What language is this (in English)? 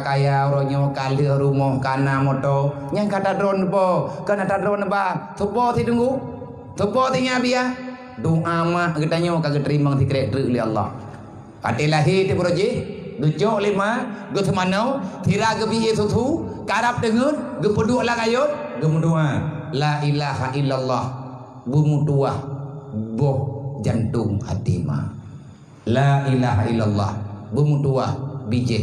Achinese